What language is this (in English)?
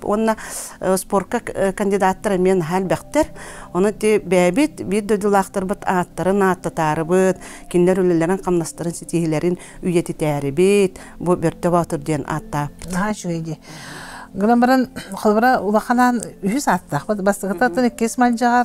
Yakut